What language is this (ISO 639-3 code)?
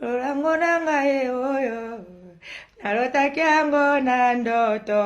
lin